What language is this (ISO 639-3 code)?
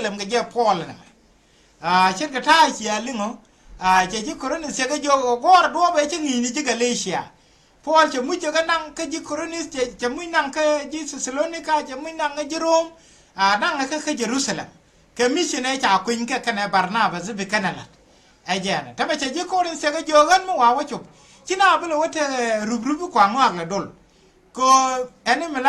nus